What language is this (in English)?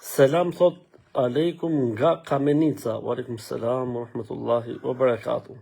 Albanian